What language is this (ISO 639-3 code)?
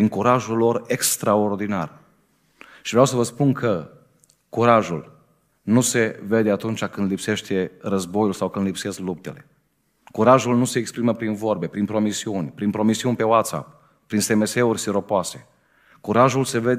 ron